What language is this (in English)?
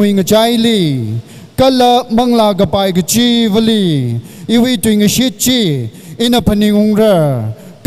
Tangkhul Naga (India)